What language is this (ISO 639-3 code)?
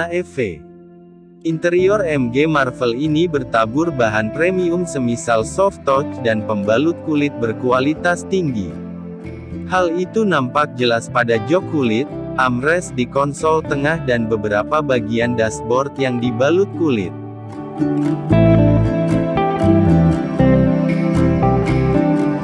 ind